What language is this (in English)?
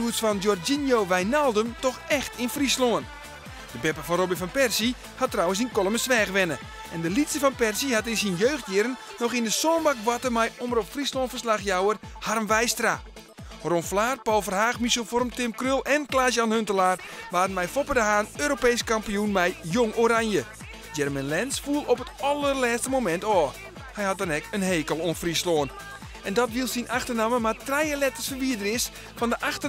Western Frisian